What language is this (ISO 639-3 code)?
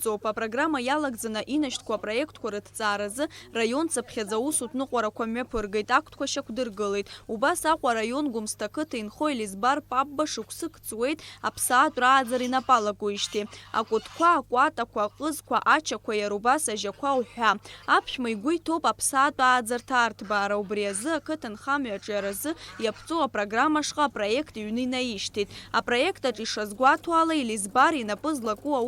abk